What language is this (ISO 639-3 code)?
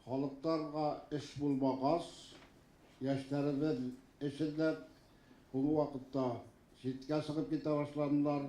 bak